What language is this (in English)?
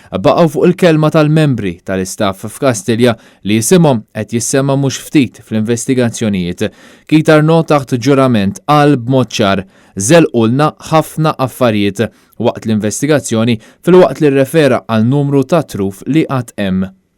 Maltese